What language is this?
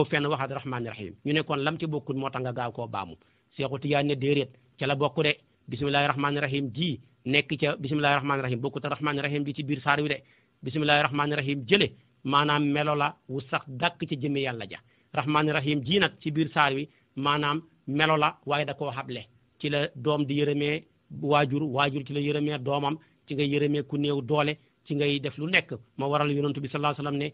Wolof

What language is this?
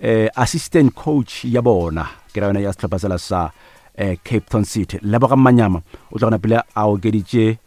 Northern Sotho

